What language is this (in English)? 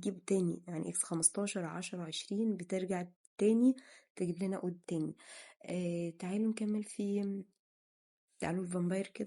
Egyptian Arabic